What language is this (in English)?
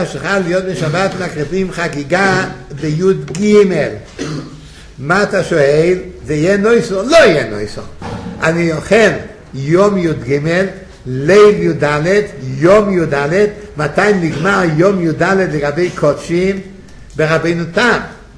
Hebrew